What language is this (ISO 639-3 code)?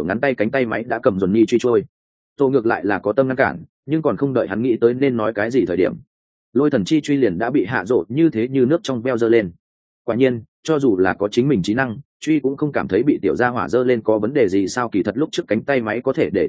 vie